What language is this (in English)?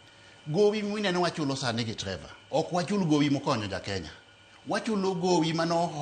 Luo (Kenya and Tanzania)